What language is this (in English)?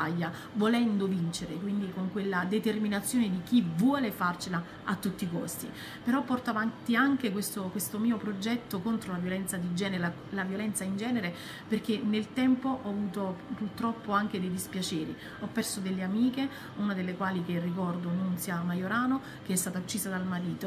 Italian